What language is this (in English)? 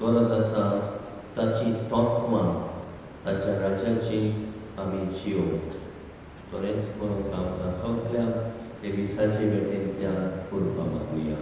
Konkani